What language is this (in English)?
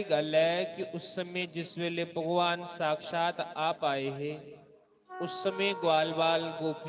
Dogri